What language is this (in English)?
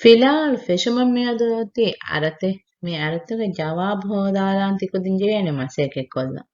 Divehi